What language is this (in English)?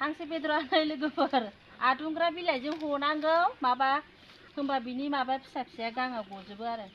Bodo